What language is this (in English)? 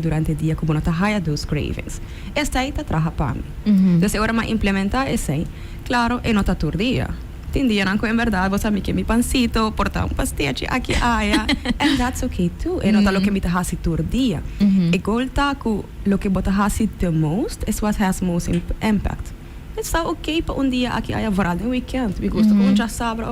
Papiamento